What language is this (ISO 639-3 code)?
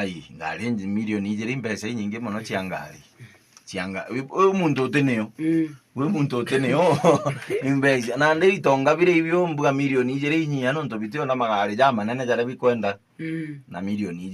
mer